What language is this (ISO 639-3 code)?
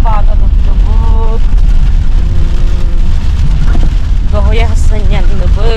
sah